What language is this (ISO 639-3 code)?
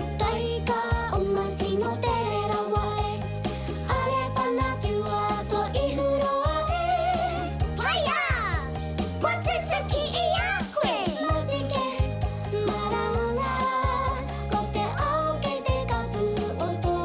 mri